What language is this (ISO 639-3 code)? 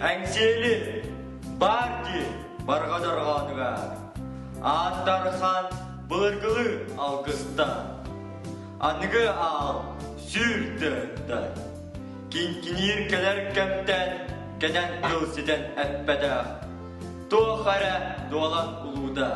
sah